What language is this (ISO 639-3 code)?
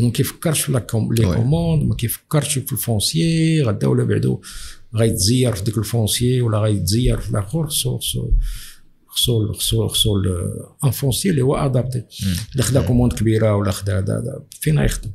ary